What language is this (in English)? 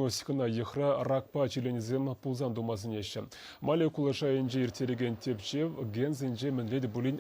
Chuvash